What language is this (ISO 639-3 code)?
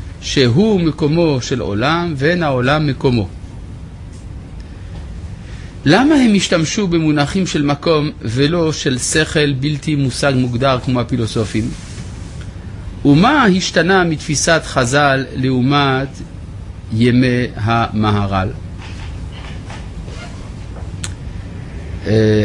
heb